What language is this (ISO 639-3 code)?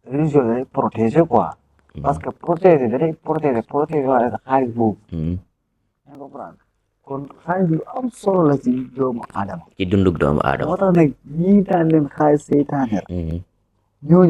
wol